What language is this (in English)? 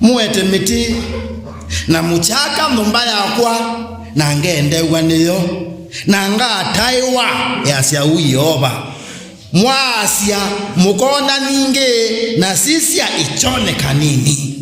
Kamba